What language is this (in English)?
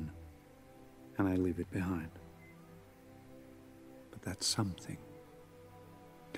Czech